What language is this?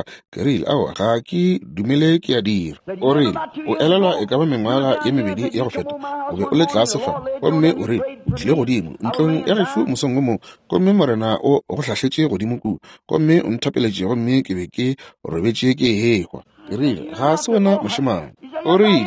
Northern Sotho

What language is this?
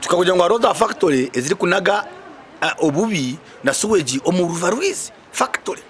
Nyankole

